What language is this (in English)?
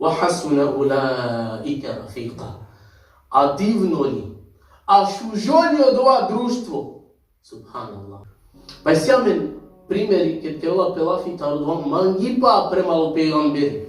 Balkan Romani